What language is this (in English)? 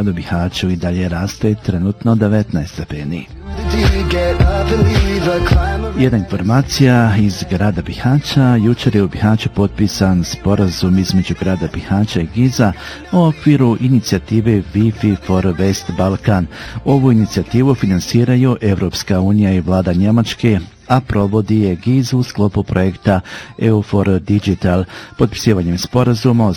Bosnian